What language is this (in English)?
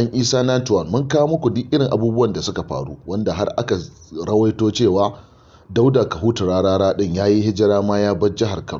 Hausa